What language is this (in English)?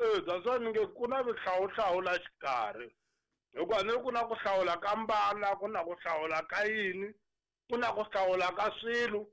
Tsonga